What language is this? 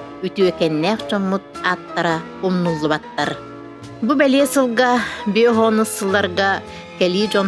Yakut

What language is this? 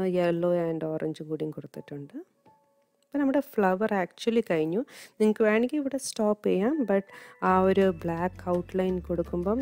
Malayalam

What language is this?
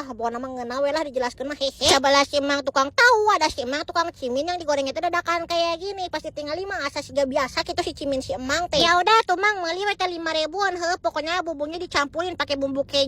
Sundanese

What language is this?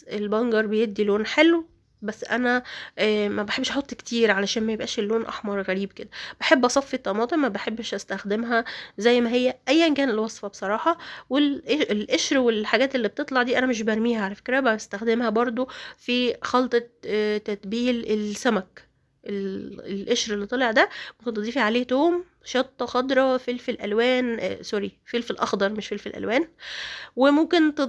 Egyptian Arabic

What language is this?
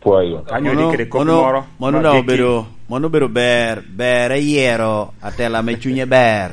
Lango (Uganda)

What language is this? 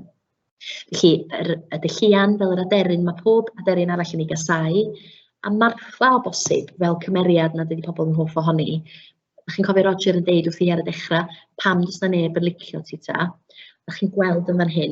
Welsh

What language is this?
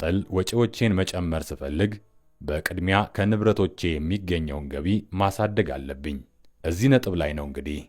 Amharic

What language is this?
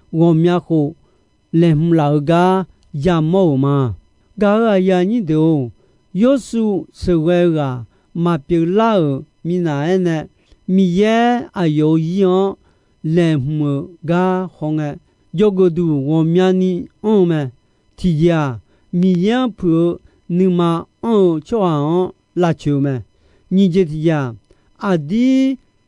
Akha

